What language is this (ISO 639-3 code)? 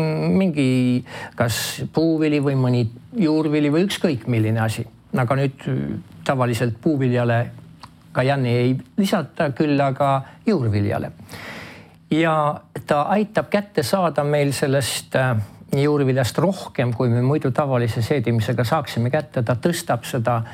est